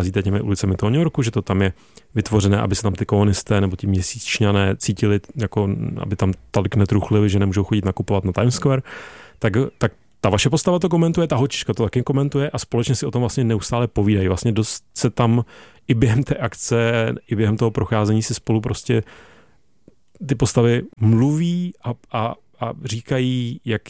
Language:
Czech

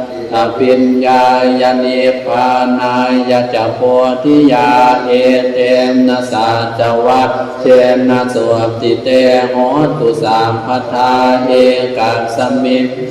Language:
Pali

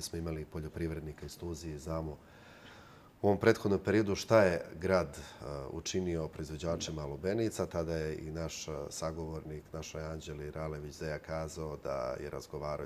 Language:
Serbian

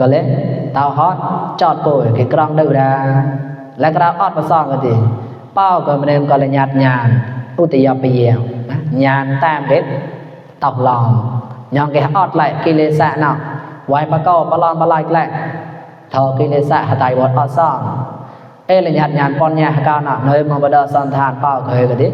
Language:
Mon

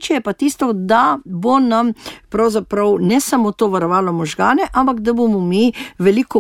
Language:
Slovenian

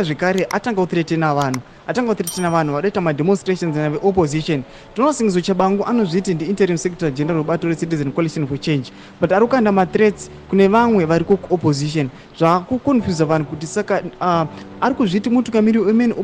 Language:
Shona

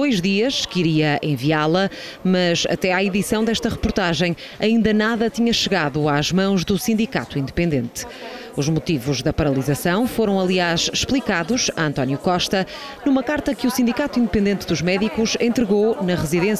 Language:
Portuguese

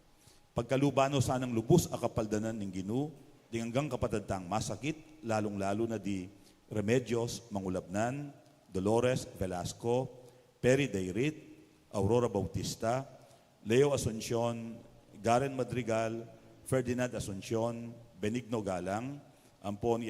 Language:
Pampanga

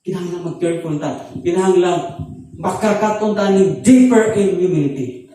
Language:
Cebuano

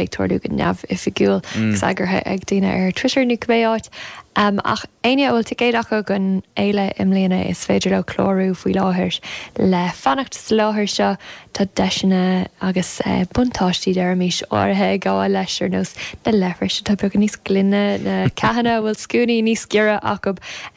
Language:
Irish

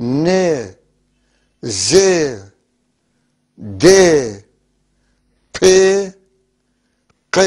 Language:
North Levantine Arabic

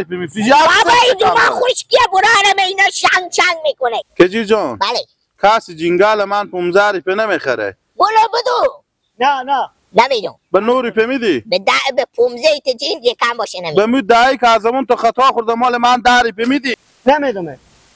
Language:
Hazaragi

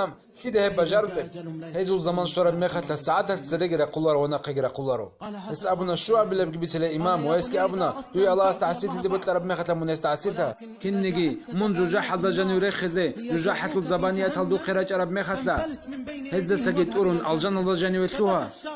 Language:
Avaric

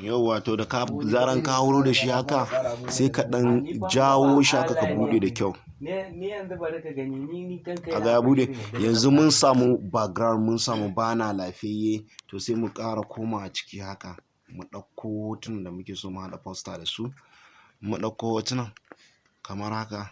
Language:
Hausa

